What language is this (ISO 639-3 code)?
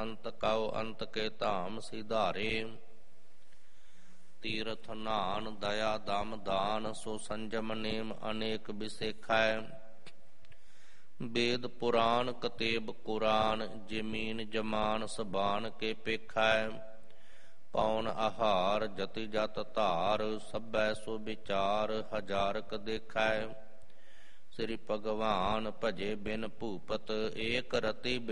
pan